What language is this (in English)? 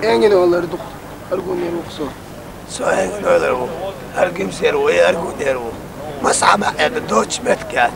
Chechen